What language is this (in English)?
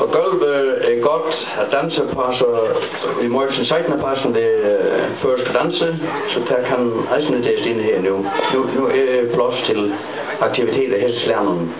Faroese